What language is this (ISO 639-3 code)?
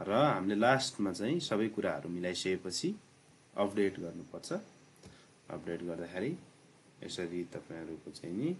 nep